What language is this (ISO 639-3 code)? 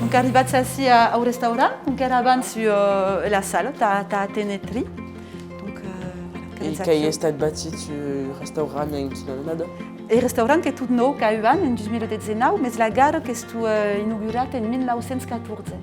oci